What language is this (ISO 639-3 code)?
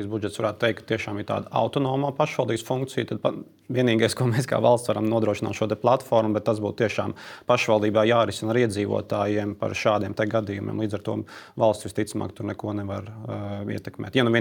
lav